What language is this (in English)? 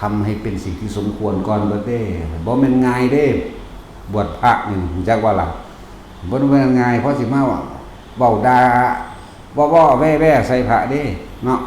Northeastern Thai